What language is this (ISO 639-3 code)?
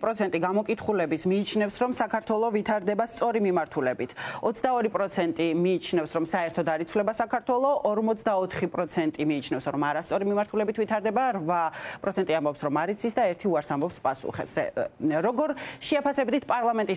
kat